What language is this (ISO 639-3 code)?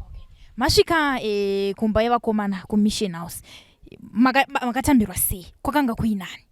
sna